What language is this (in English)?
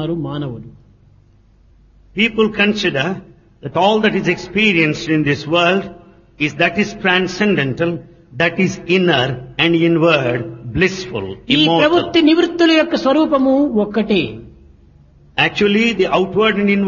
Telugu